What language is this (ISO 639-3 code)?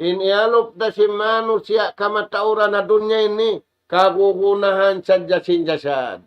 tsg